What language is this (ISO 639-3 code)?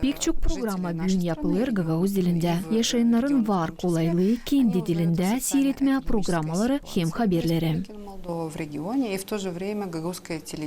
gag